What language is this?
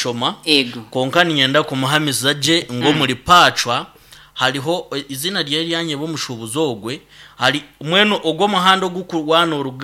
Nyankole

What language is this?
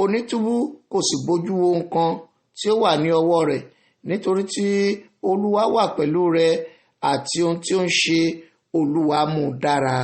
Yoruba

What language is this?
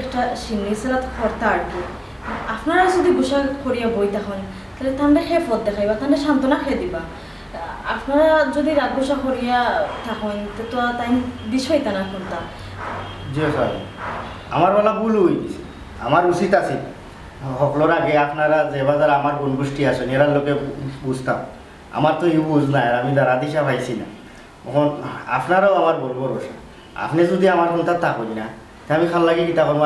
Sylheti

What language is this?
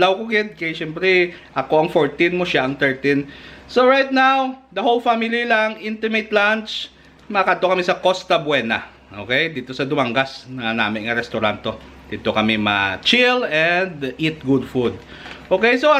Hiligaynon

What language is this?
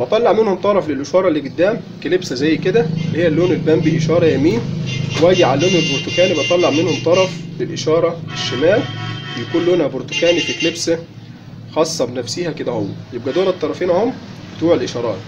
Egyptian Arabic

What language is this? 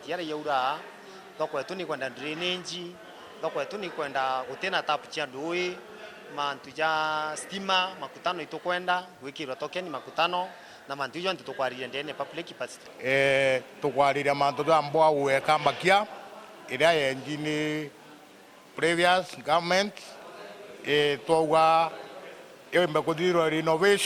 Meru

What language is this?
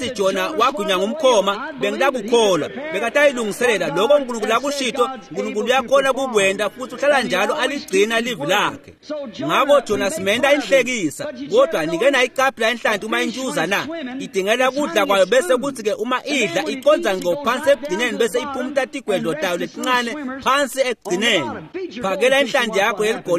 Swati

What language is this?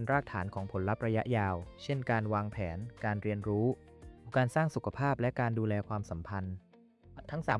Thai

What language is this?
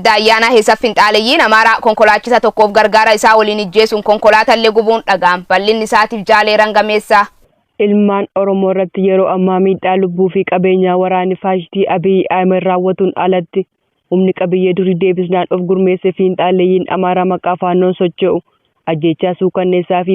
Oromo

